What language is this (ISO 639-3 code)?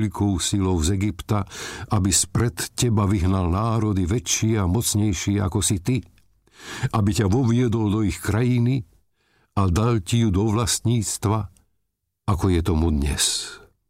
slk